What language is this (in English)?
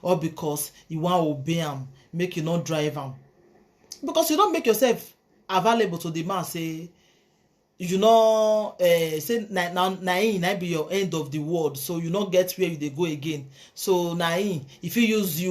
Nigerian Pidgin